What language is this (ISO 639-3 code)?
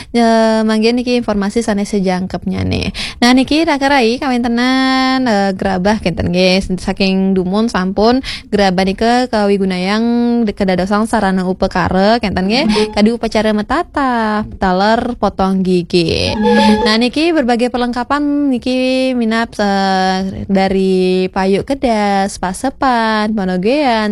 ban